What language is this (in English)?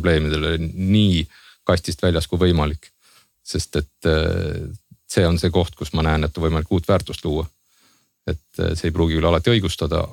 Estonian